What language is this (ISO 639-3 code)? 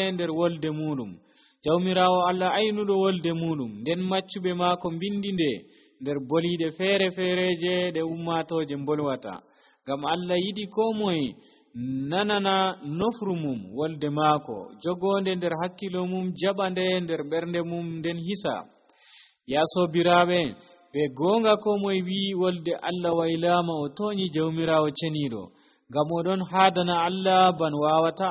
fuv